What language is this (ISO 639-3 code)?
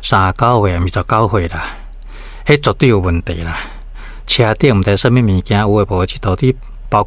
nan